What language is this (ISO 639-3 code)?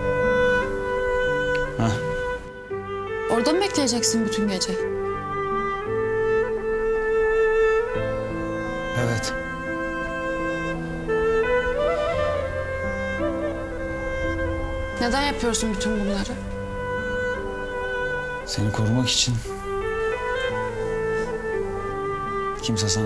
tur